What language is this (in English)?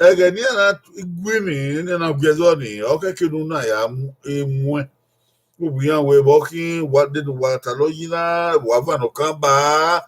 Bini